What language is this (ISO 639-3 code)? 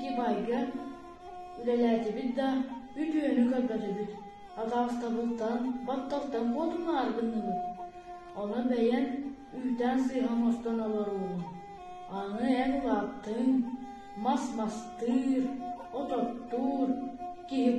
sah